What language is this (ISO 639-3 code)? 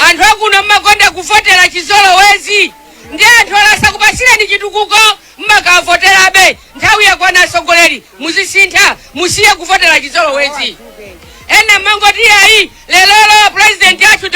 nya